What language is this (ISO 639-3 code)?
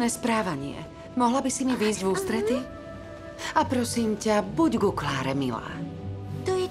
slk